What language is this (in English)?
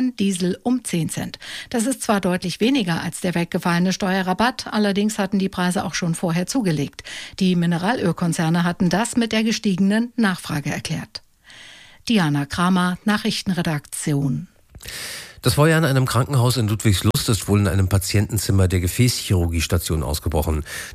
German